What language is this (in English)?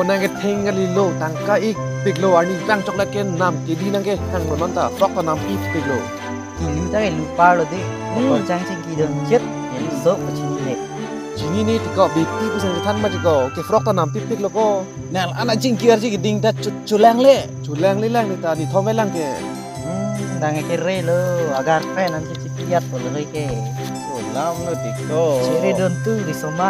Karbi